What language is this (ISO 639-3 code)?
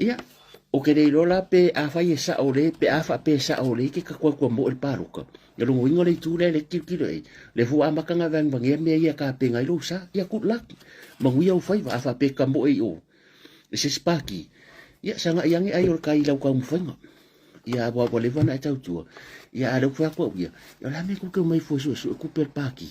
smo